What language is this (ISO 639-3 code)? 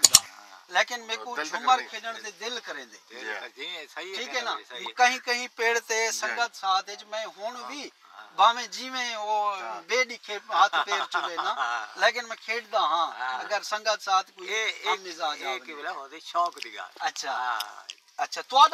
skr